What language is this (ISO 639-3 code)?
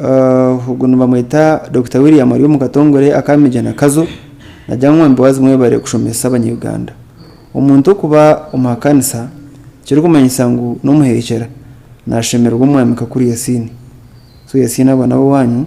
nyn